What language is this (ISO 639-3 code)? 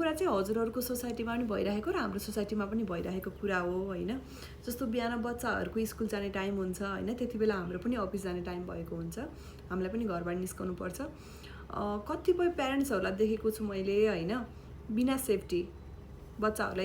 nep